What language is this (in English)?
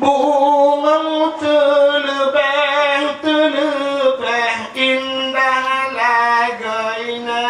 Achinese